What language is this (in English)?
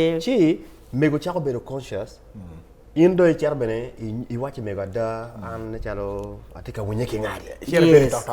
Acoli